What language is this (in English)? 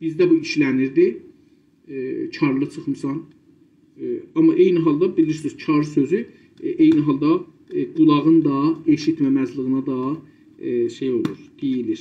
South Azerbaijani